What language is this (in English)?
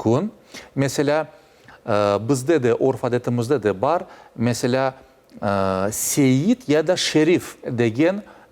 Crimean Tatar